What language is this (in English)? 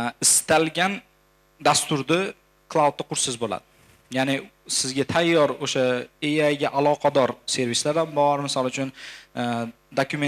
Uzbek